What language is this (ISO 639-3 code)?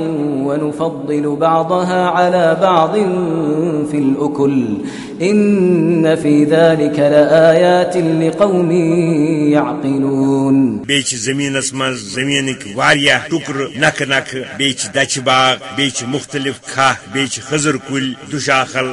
kas